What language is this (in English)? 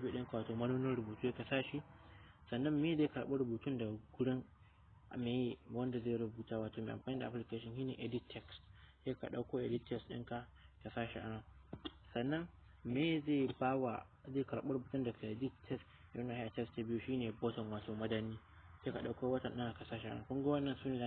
Hausa